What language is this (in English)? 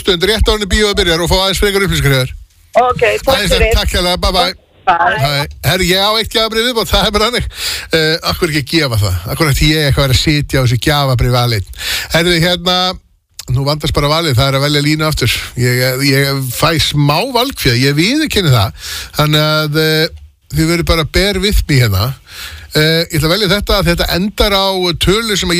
Icelandic